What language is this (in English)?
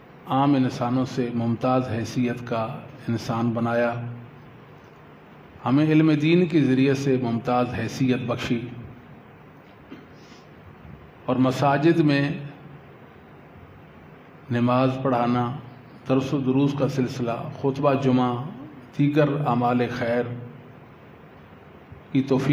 Urdu